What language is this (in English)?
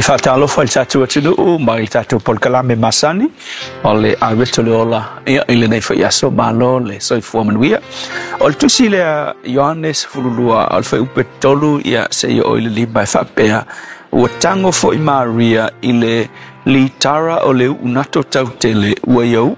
Samoan